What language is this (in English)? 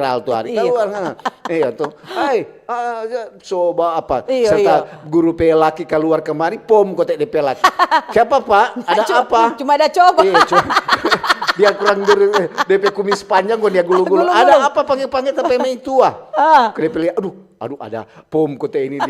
Manado Malay